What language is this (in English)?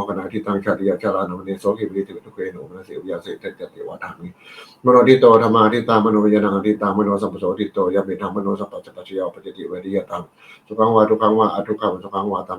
Pali